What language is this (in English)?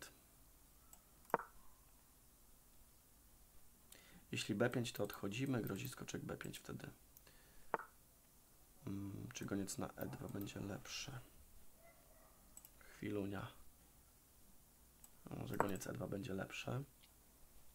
Polish